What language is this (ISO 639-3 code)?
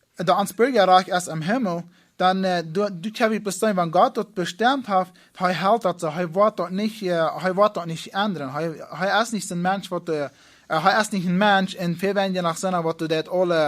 pdt